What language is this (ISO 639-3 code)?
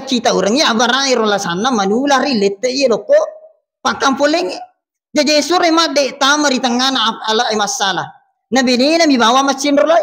bug